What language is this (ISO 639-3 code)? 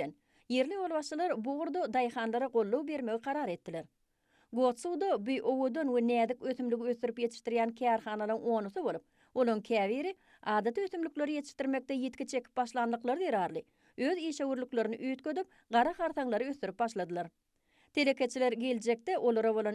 tuk